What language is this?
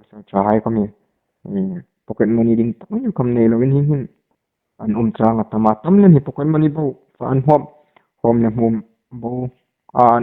Hmar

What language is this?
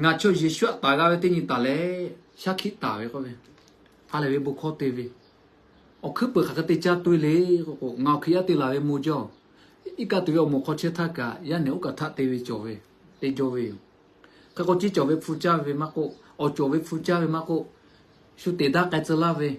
Lahu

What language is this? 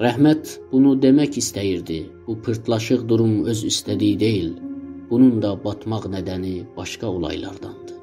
South Azerbaijani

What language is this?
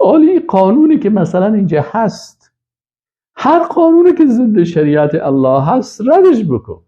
Persian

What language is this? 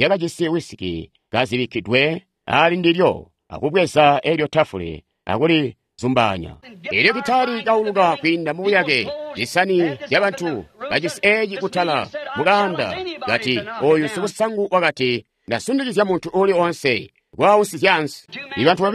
Tonga (Zambia)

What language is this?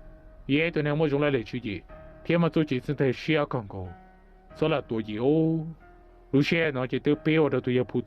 Hmong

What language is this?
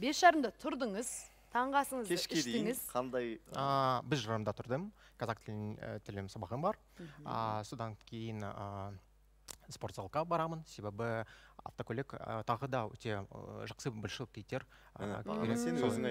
Kazakh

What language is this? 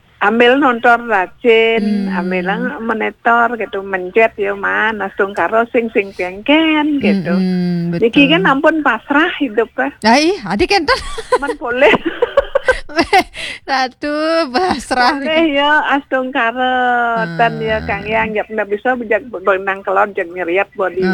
Balinese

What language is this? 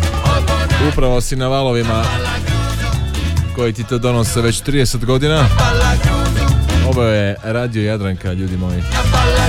Croatian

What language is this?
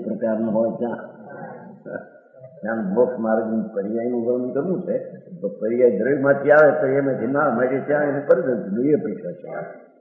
Gujarati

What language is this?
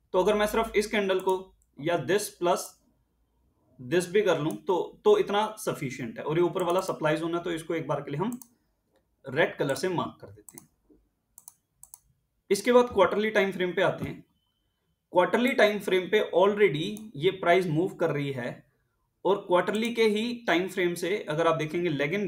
Hindi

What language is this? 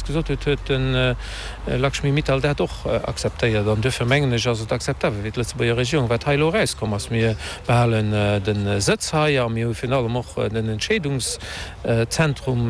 Luxembourgish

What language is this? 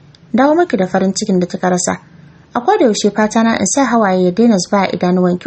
Hausa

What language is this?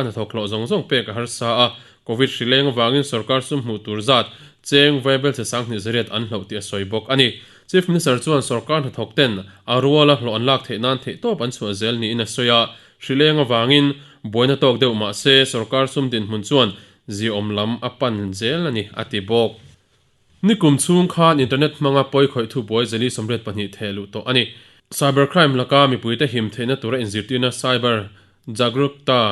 Mizo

